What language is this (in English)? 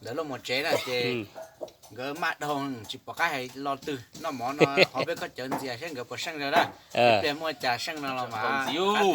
Hmong